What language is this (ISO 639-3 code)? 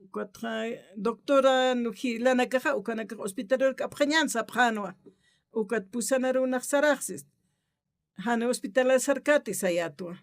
aym